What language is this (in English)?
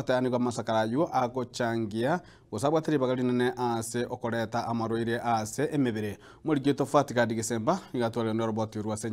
Gusii